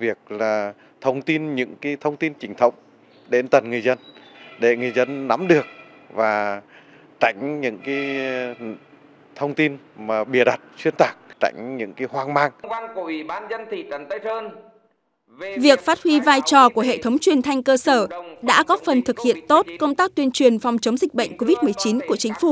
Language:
Vietnamese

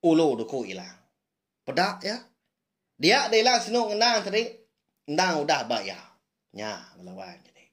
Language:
Iban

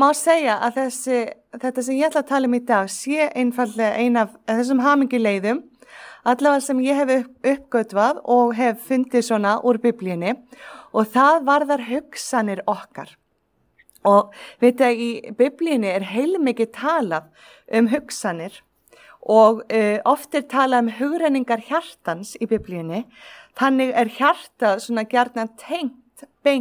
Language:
Icelandic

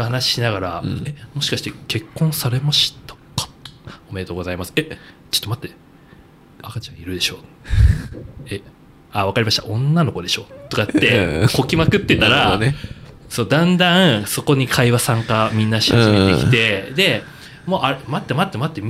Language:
Japanese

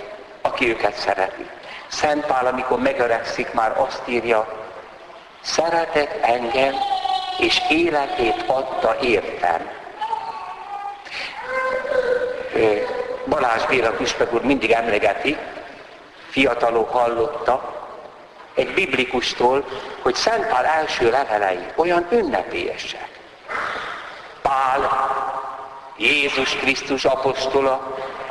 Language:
Hungarian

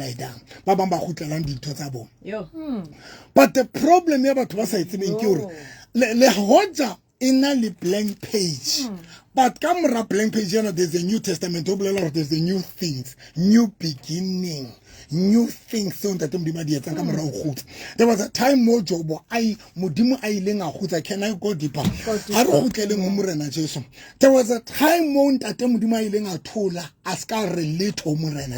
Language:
Southern Sotho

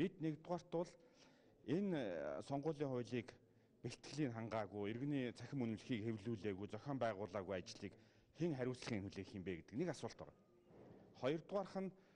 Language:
Mongolian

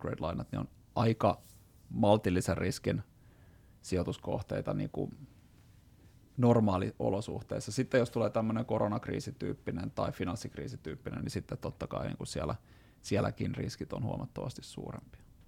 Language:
Finnish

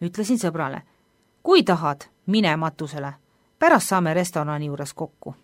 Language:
Estonian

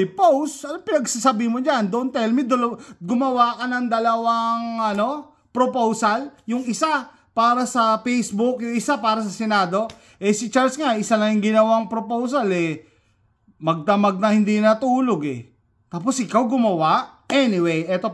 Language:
Filipino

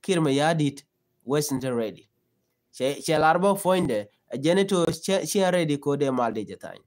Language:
Nuer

